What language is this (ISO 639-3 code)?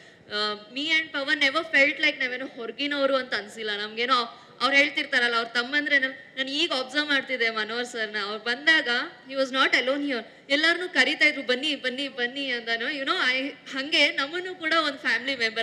kan